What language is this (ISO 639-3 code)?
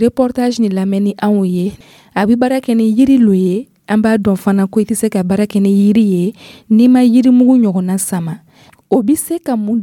dyu